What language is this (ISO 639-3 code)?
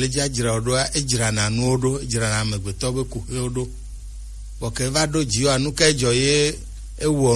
gej